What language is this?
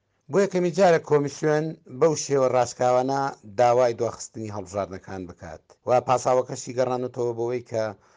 Central Kurdish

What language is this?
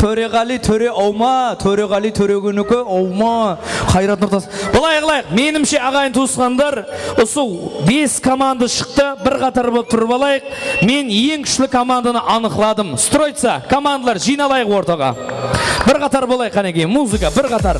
Kara-Kalpak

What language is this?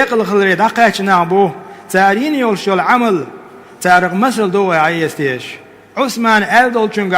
Chechen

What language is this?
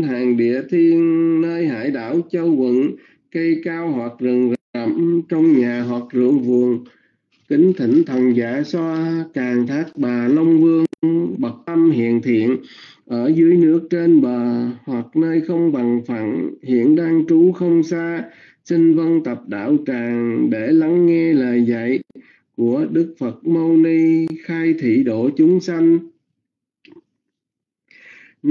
Vietnamese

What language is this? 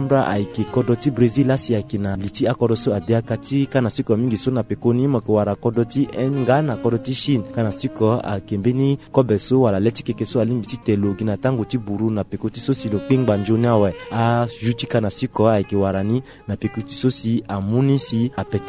Sango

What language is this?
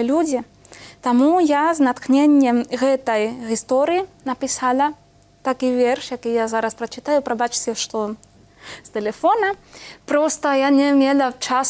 Belarusian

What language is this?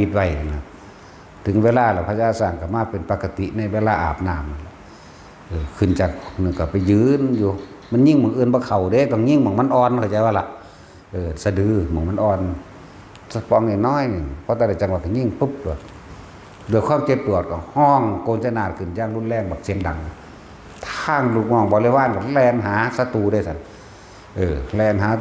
Northeastern Thai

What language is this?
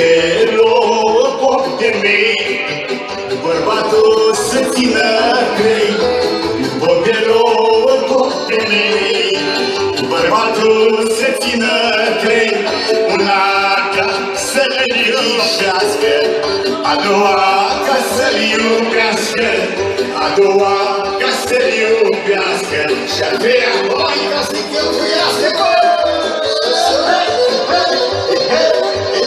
Romanian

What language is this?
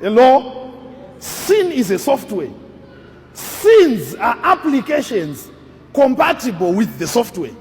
Shona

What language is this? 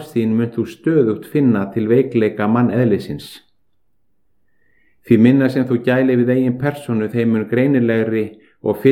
Icelandic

